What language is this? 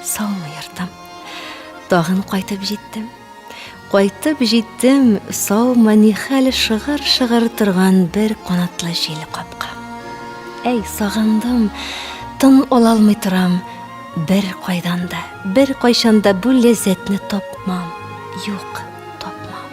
Tatar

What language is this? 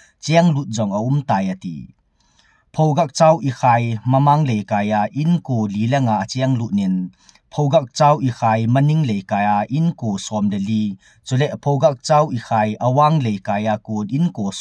Thado Chin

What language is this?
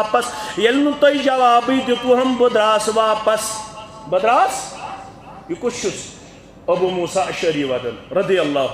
Kashmiri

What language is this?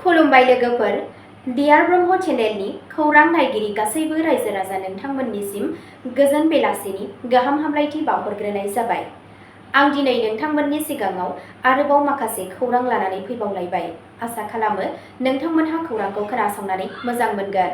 Bodo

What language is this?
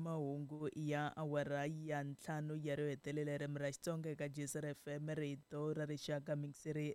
Tsonga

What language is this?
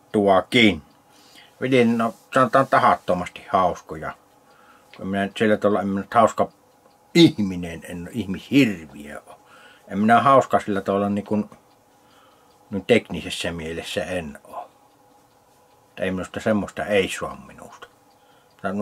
Finnish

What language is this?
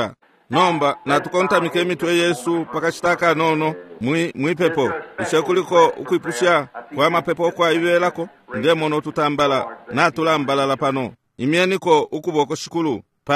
Bemba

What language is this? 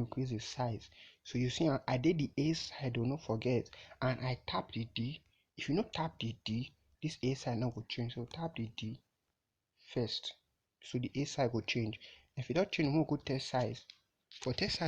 Nigerian Pidgin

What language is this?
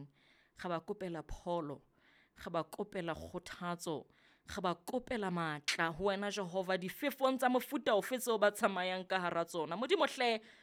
Southern Sotho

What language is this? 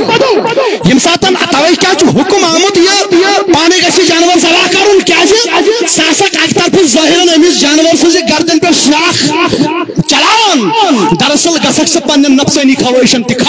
Kashmiri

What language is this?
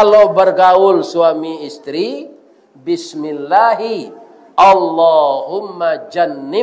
Minangkabau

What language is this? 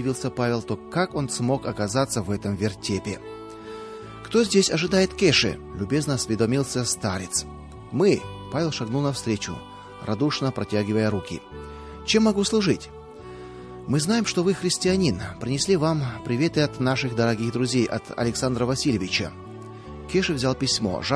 Russian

